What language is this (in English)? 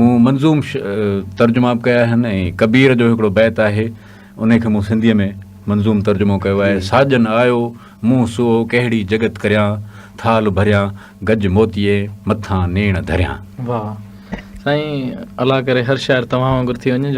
Sindhi